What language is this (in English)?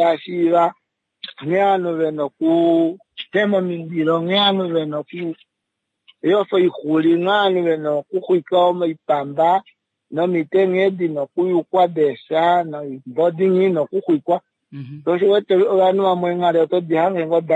Kuanyama